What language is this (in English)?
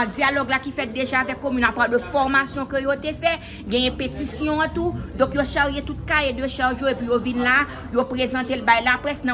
Haitian Creole